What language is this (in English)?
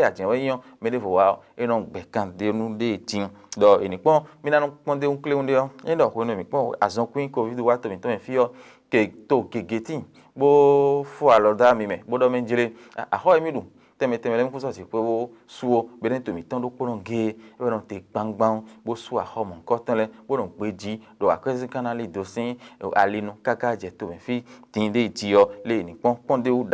Fon